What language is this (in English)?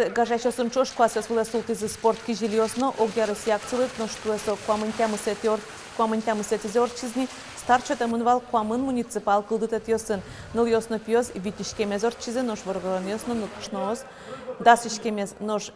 Udmurt